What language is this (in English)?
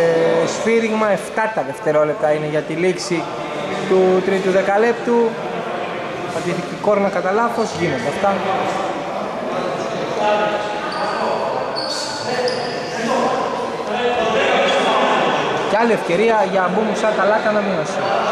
Greek